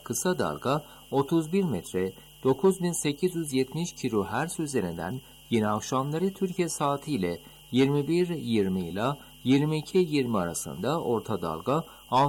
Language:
Turkish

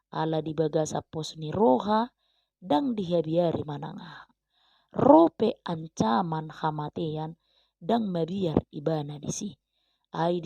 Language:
Batak Toba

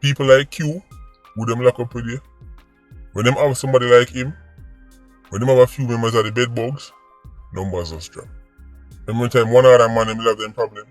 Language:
Jamaican Creole English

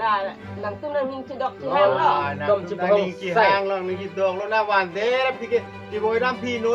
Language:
Karbi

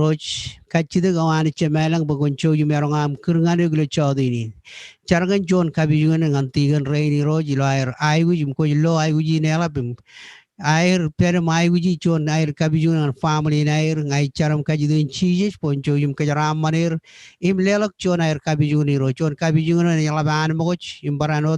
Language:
Marshallese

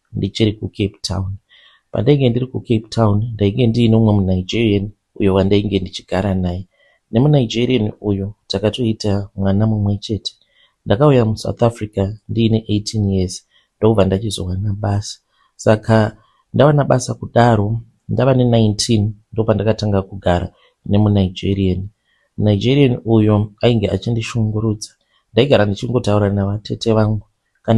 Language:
Shona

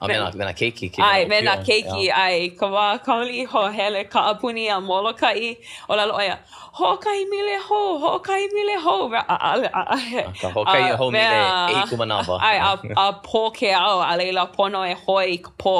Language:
Hawaiian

